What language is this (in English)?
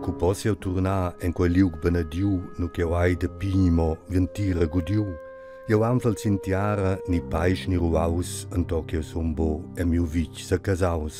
Romansh